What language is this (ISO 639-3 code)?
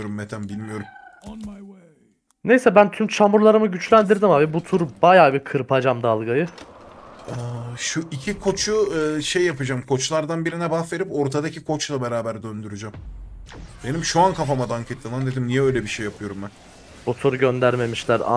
tur